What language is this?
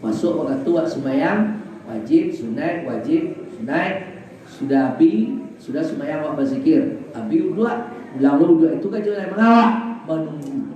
Minangkabau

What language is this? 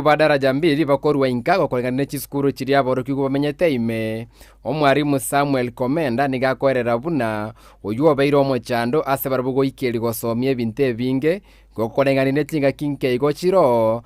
Gusii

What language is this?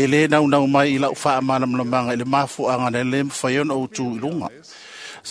Samoan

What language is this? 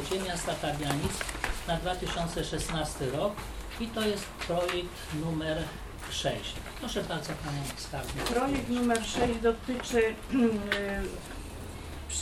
Polish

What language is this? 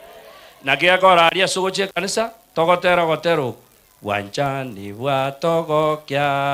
Gusii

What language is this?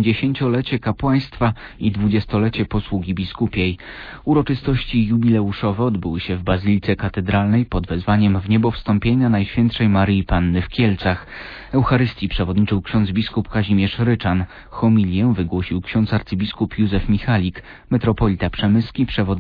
Polish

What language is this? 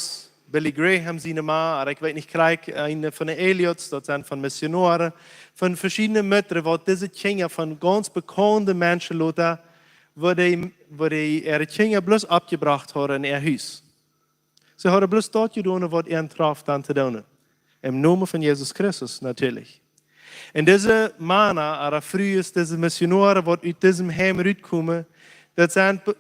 Plautdietsch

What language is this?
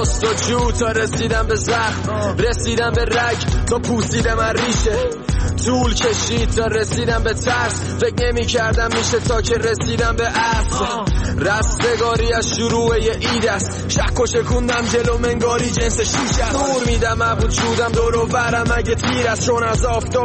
Persian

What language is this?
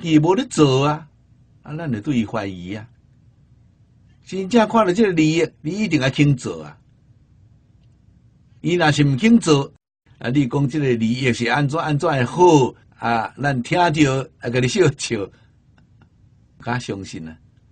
Min Nan Chinese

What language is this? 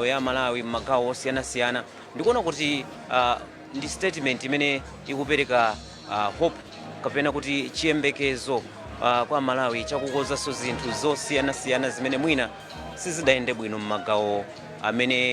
Nyanja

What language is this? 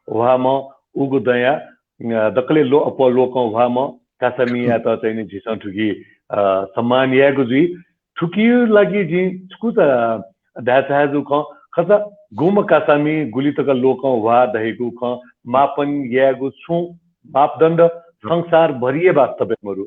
Newari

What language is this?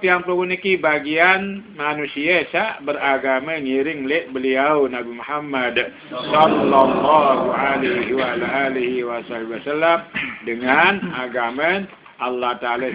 Sasak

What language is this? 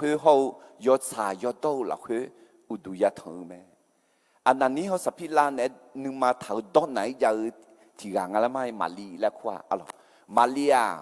Akha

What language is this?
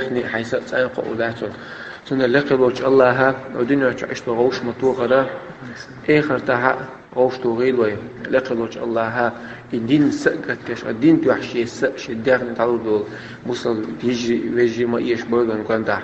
Chechen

